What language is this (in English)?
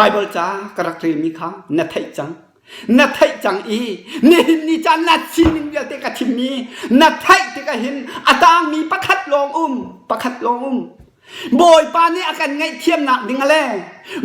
Hakha Chin